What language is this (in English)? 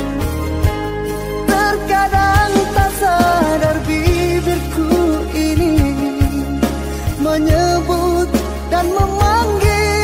Indonesian